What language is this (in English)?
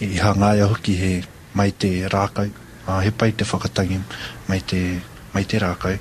Māori